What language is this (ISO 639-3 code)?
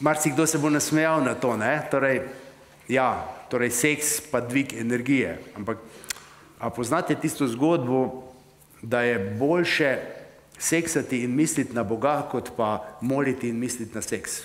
slv